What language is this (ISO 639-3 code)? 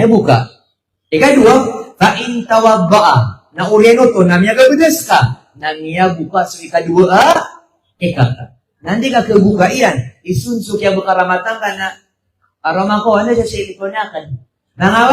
mrw